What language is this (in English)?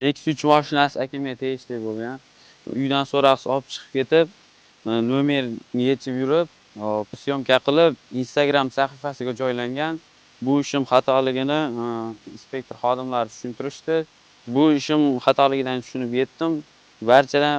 Uzbek